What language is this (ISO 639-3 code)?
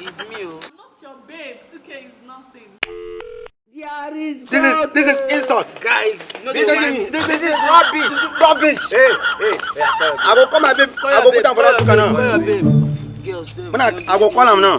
pcm